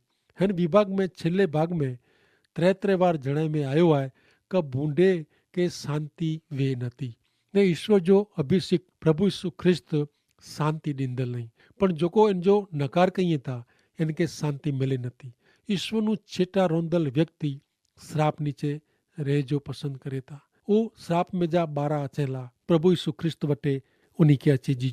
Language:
Kachhi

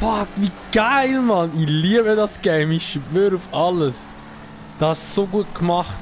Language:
Swiss German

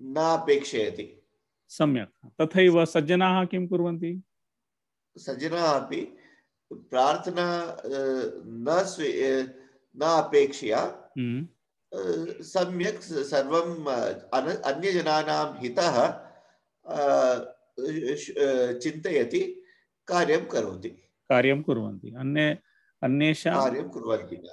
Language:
Sanskrit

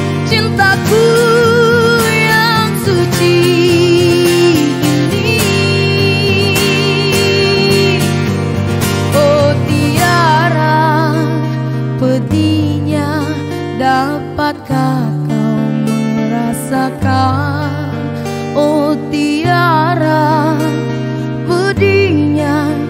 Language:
Indonesian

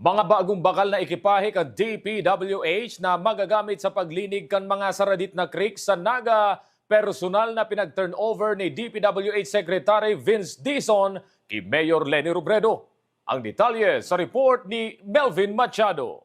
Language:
Bikol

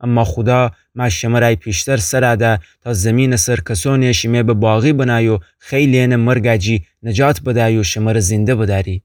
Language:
Gilaki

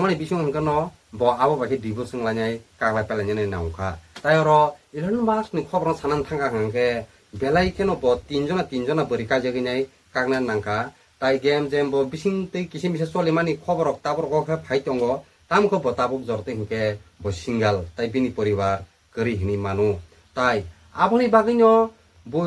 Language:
Kok Borok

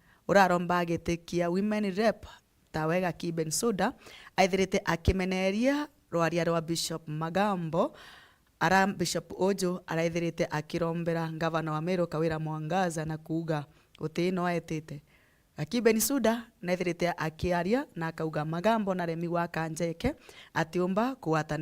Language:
Meru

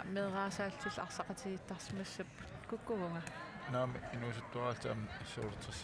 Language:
Kalaallisut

